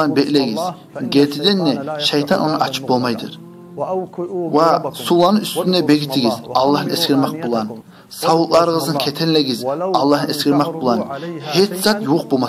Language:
Kumyk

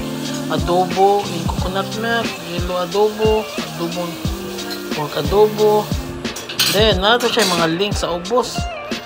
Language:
Cebuano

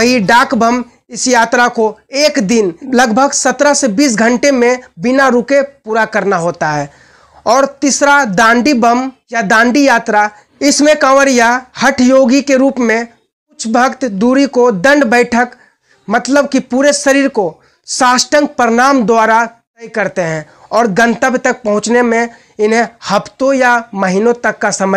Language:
Hindi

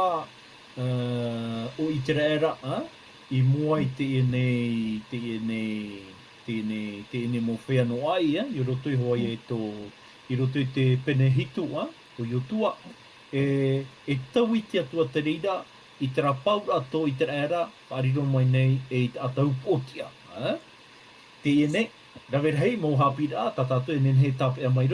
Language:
Tahitian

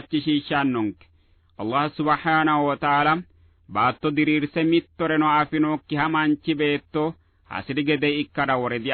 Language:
Sidamo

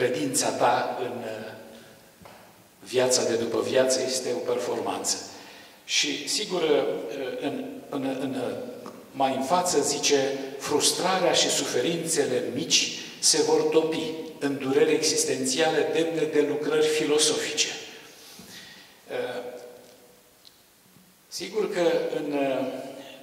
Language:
Romanian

